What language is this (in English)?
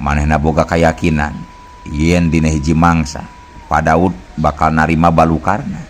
Sundanese